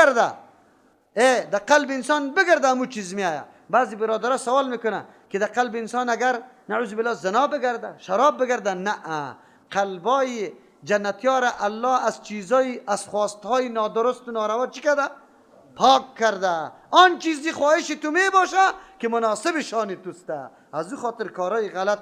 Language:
Persian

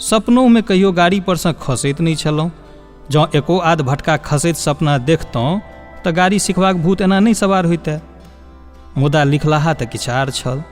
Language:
Maithili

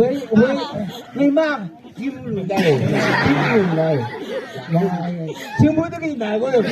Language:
Chang Naga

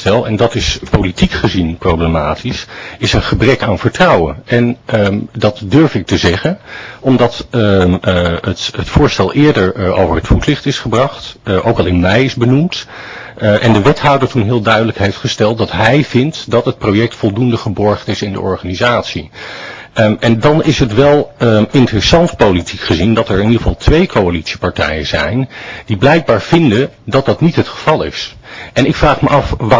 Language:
Dutch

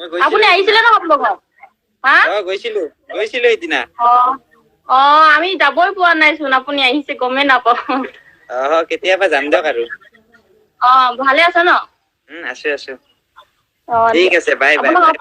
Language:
Assamese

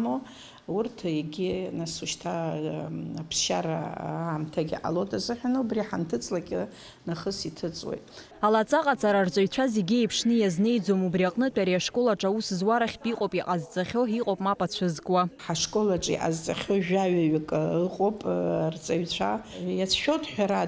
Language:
Abkhazian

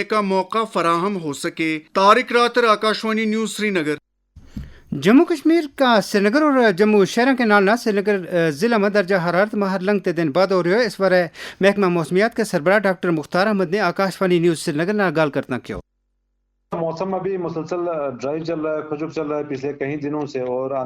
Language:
Gujari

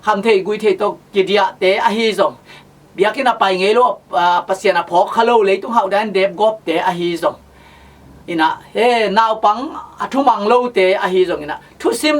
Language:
Tedim Chin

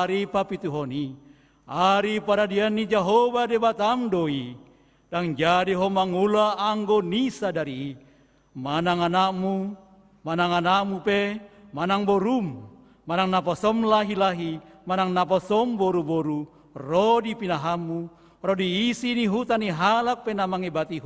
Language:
Batak Toba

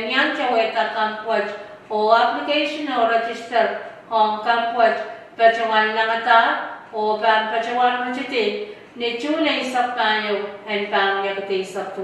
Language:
Pohnpeian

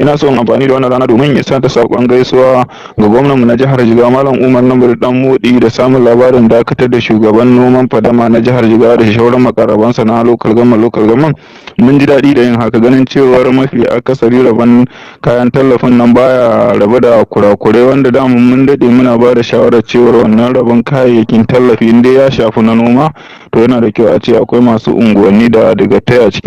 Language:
Hausa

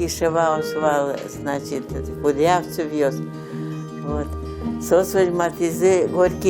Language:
Udmurt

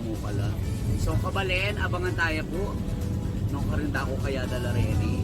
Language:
Pampanga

